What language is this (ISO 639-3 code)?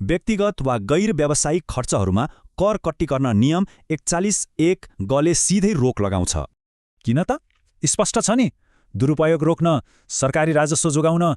nep